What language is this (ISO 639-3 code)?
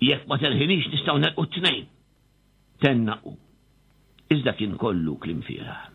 mlt